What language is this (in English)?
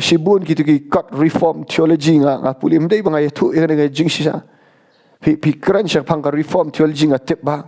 Khasi